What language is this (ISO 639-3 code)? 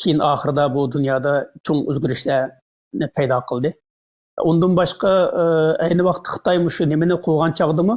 uig